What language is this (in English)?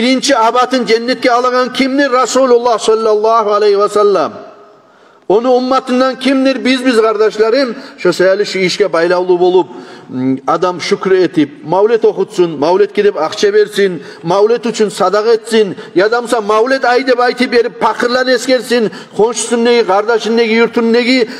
Kumyk